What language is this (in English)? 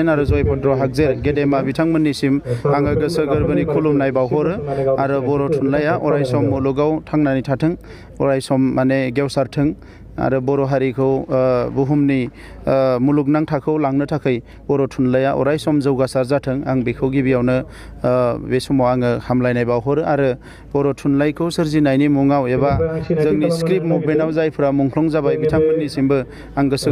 Bodo